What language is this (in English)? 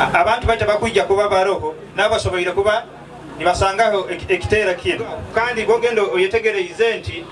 Nyoro